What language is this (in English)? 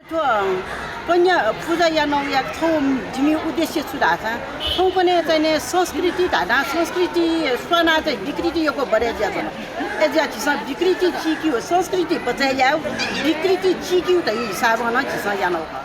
Newari